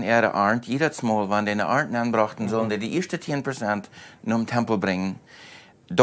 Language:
Plautdietsch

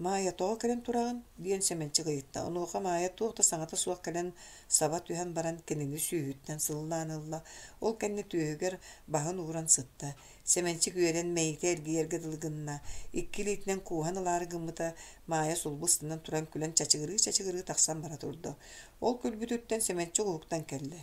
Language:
Yakut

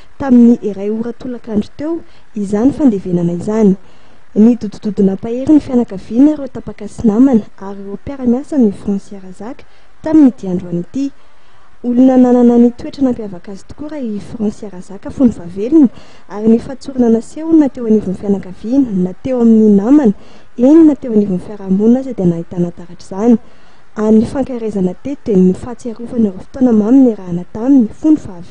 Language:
Malagasy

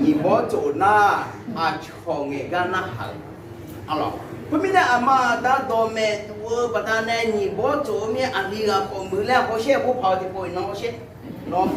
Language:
Akha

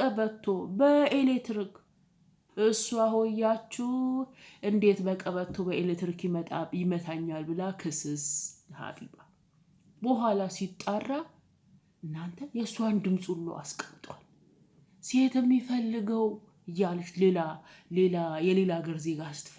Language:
Amharic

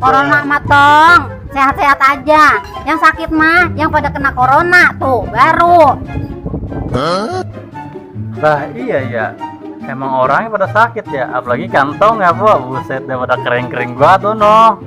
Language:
Betawi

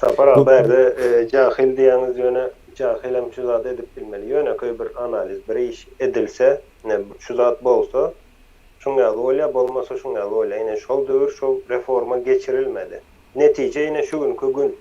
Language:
Turkmen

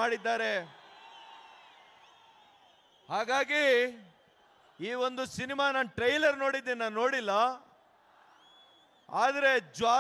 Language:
Kannada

